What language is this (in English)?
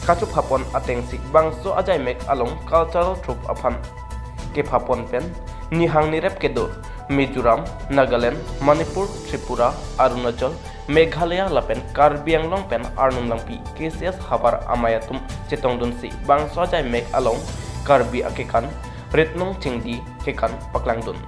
Karbi